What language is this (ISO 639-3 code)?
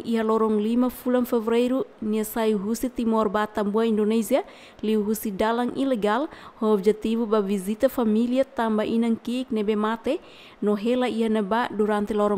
tet